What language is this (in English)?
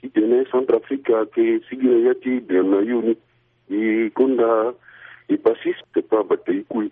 Sango